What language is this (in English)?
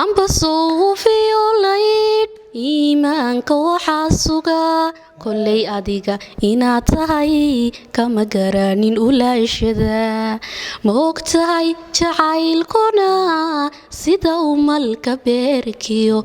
Somali